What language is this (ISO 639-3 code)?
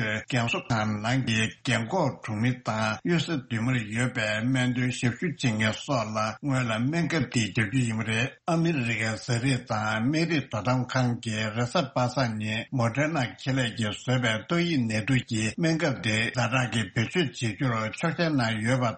bod